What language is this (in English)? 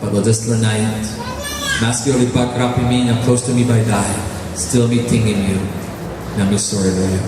Tok Pisin